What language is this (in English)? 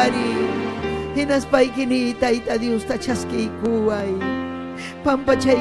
Ayacucho Quechua